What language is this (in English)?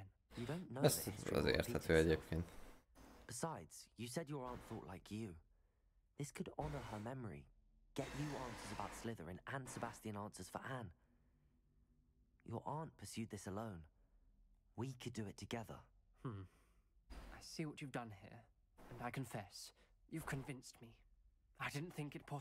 Hungarian